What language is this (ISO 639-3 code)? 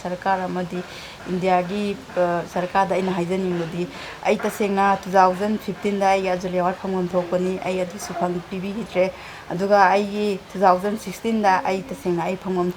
mni